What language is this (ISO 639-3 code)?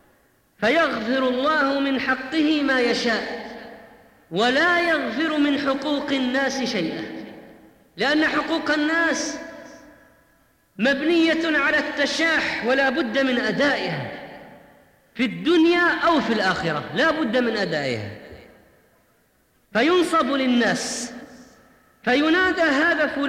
ara